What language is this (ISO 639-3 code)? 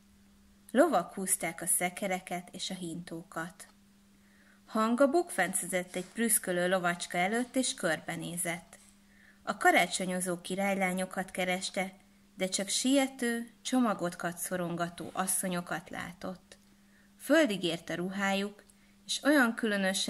hun